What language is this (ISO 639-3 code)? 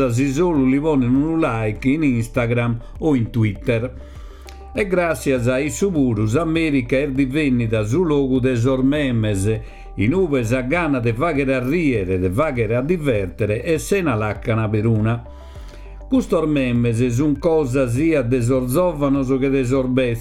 srd